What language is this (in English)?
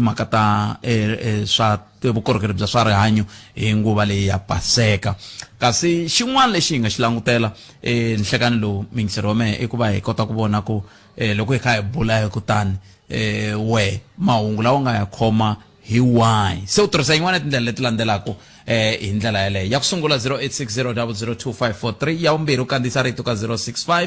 Tsonga